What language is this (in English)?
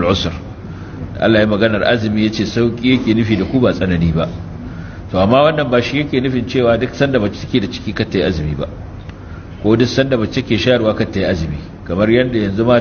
Hausa